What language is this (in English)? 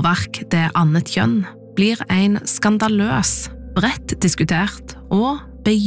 Norwegian